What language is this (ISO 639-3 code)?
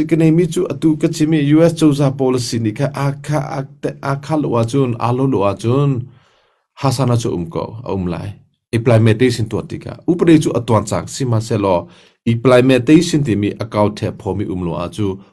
cnh